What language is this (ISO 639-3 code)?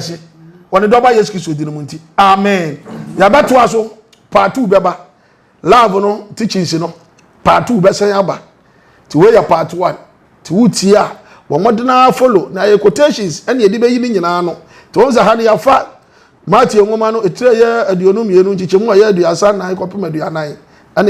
aka